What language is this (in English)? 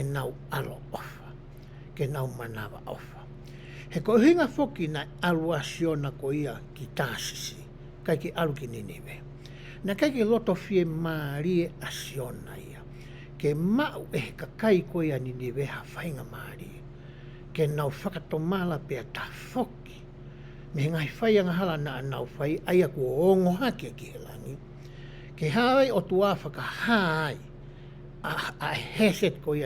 Tongan